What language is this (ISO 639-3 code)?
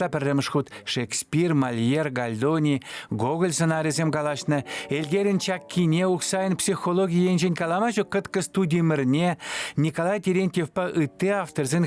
chv